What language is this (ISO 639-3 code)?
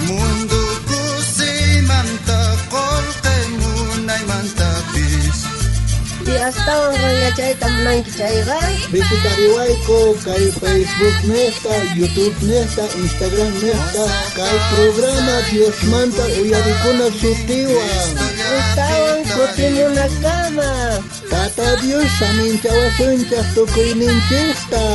quh